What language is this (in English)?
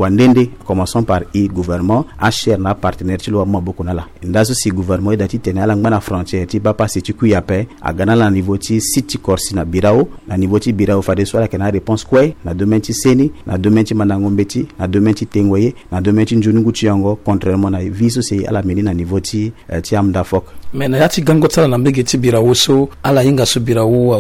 Sango